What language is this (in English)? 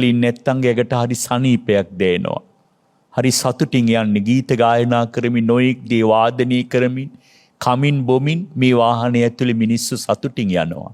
Sinhala